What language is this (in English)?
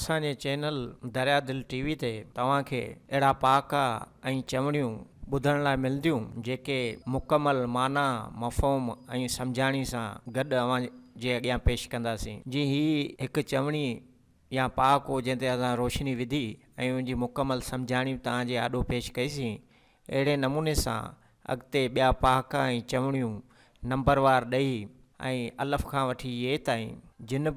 Sindhi